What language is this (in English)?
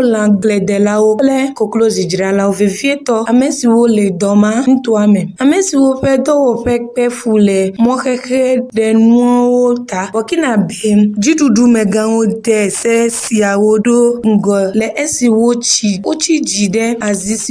Ewe